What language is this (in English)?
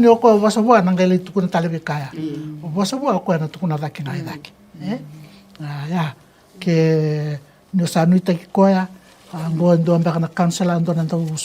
Fijian